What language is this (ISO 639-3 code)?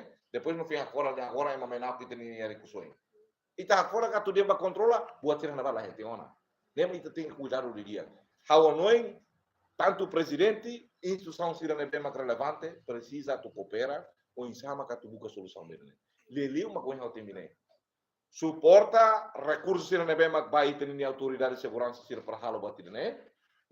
tet